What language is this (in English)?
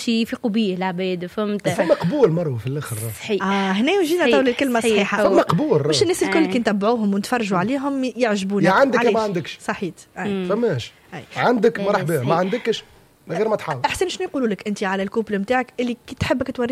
Tunisian Arabic